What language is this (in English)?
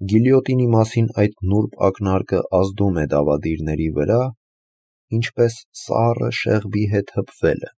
Armenian